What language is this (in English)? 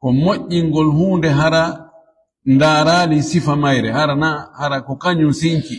Fula